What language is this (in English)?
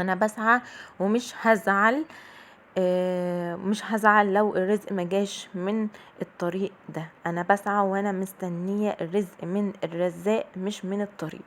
Egyptian Arabic